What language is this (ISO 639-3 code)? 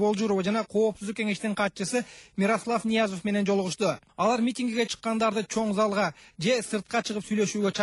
kir